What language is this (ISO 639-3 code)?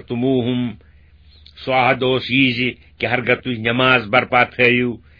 kas